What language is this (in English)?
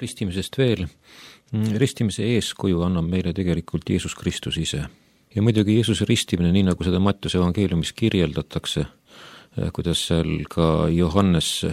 Estonian